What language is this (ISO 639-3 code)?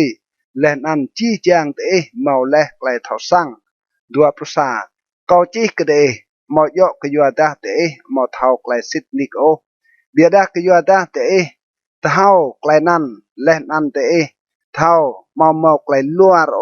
rad